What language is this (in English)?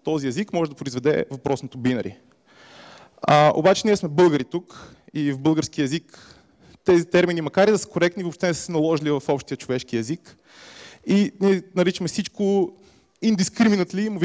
Bulgarian